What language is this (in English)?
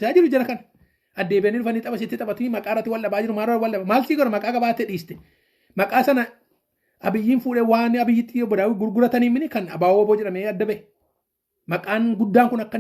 Oromo